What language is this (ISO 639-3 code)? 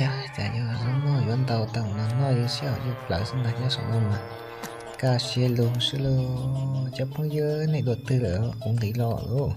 hmn